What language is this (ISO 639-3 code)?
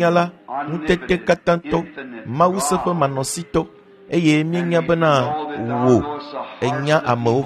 ewe